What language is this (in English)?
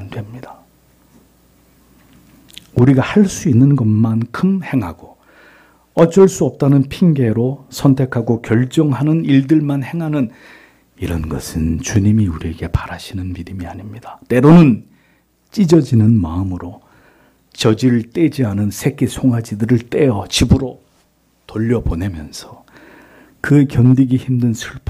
Korean